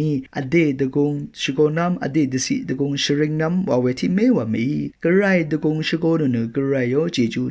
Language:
Rawang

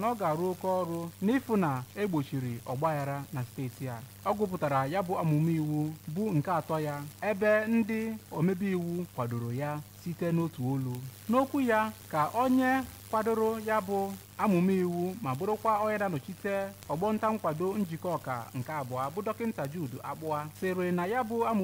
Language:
Igbo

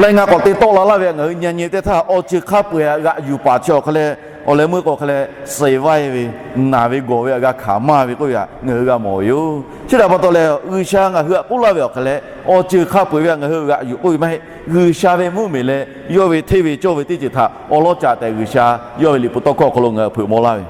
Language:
Lahu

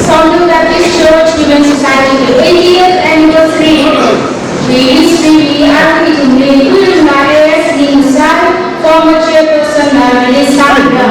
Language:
Tangkhul Naga (India)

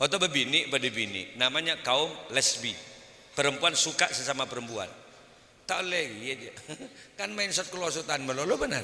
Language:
Madurese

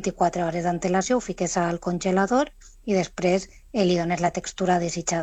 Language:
Catalan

